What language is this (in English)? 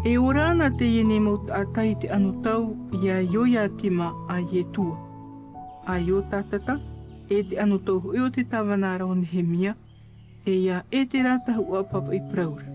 Tahitian